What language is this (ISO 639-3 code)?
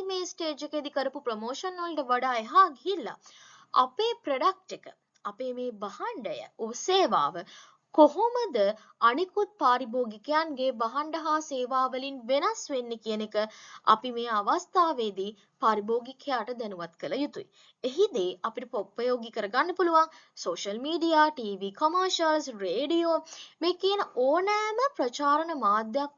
sin